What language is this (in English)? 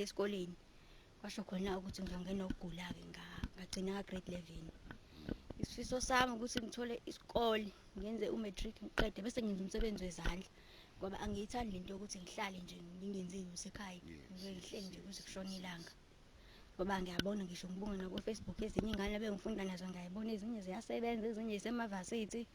Zulu